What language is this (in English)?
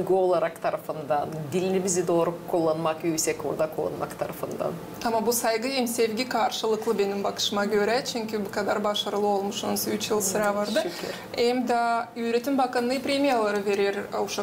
Gagauz